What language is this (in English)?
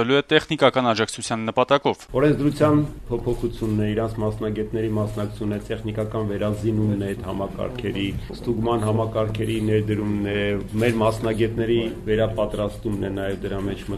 Armenian